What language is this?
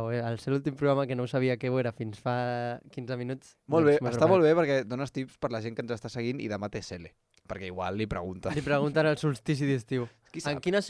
Catalan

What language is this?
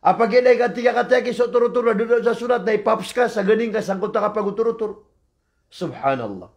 Maranao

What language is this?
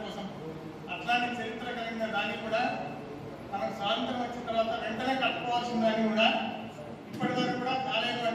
Telugu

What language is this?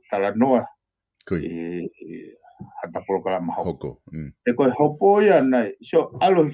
Tongan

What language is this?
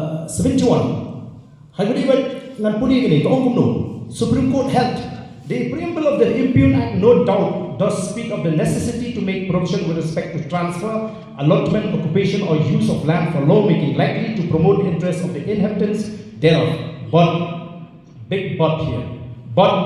Khasi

